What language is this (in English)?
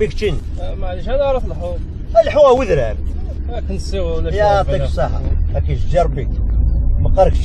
Kabyle